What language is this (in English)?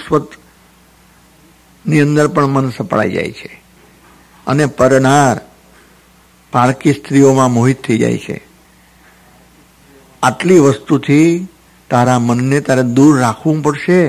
Gujarati